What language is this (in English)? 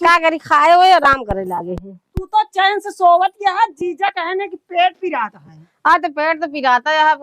Awadhi